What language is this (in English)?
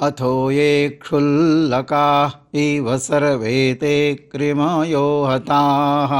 Sanskrit